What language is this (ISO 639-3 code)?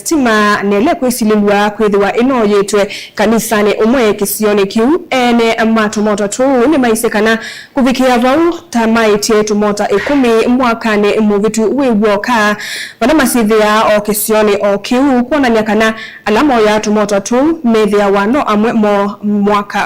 kam